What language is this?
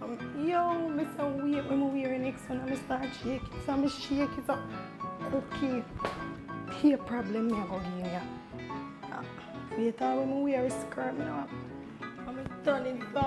Jamaican Creole English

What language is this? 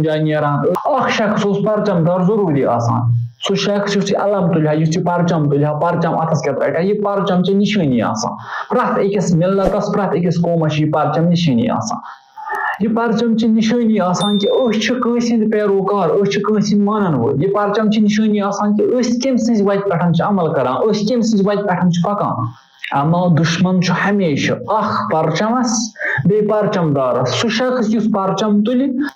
Kashmiri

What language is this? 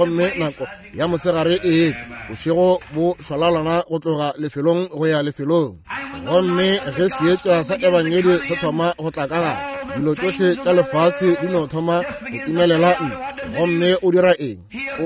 Northern Sotho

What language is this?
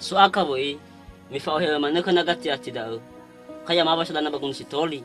Nias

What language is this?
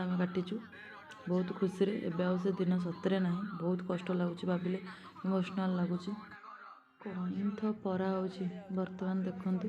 Odia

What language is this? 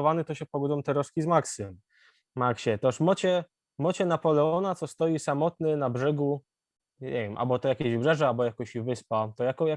Silesian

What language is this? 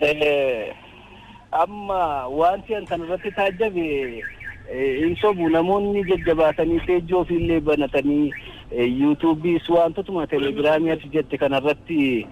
Oromo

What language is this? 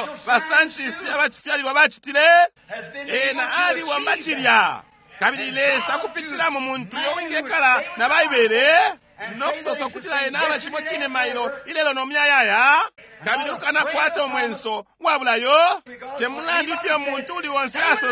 Bemba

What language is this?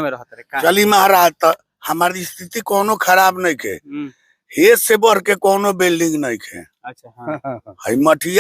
Bhojpuri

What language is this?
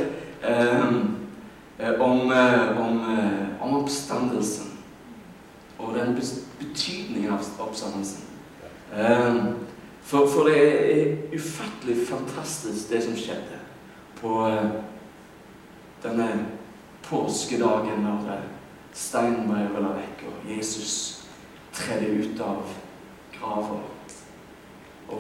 Norwegian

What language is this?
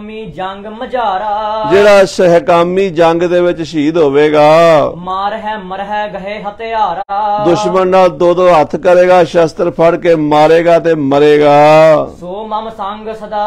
Punjabi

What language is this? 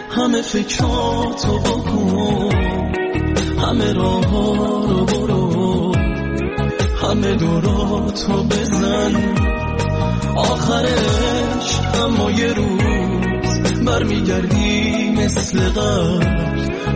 Persian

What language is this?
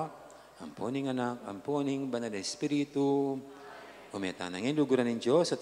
Pampanga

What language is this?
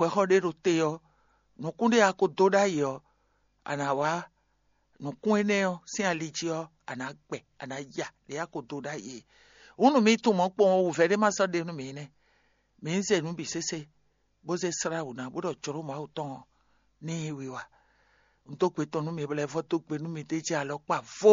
Fon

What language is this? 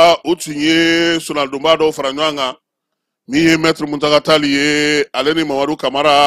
Bambara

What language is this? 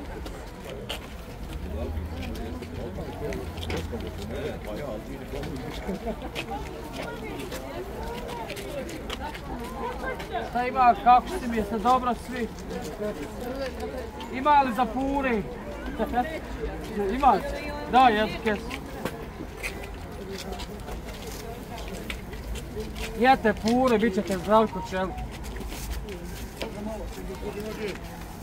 Bosnian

